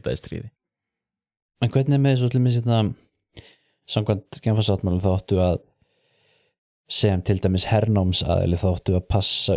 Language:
Icelandic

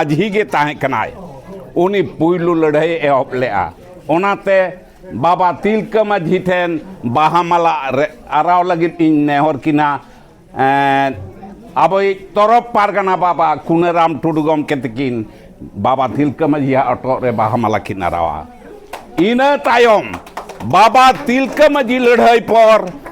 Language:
Santali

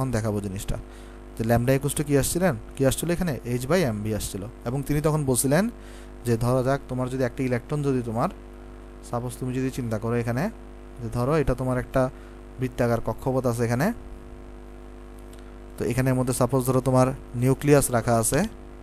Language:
Bangla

